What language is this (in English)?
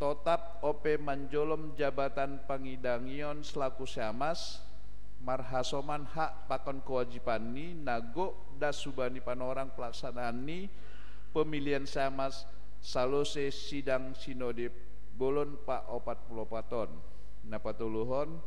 Batak Simalungun